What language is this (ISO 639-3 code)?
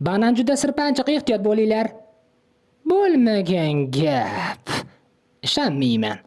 uzb